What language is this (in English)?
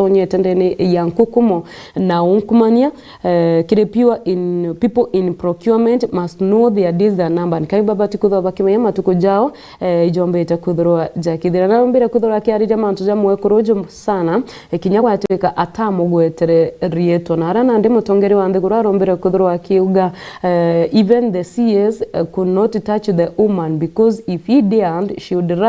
Meru